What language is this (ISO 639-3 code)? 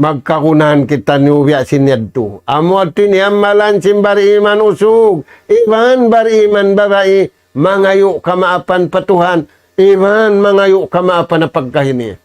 tsg